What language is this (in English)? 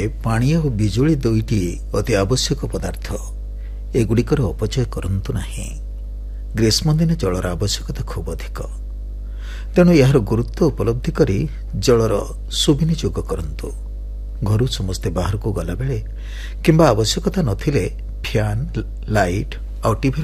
Odia